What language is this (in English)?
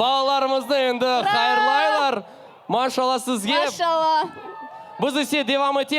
Crimean Tatar